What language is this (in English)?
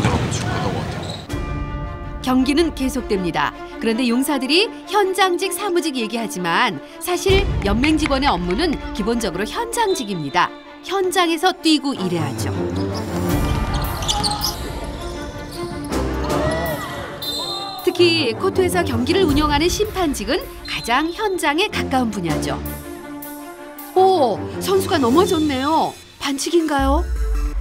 Korean